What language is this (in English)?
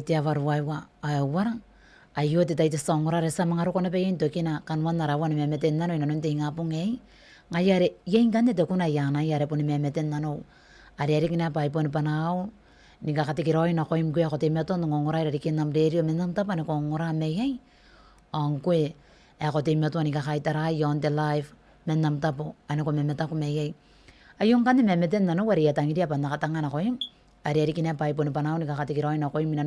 Gilbertese